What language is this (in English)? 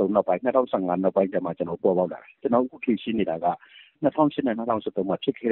Burmese